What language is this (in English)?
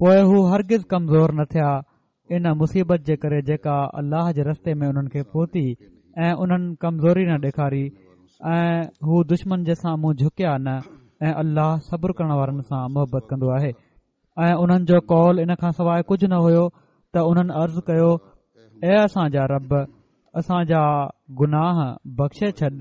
Sindhi